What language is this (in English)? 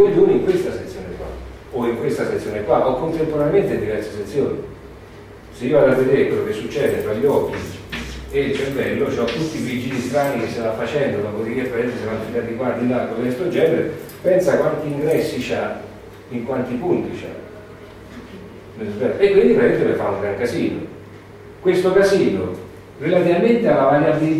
Italian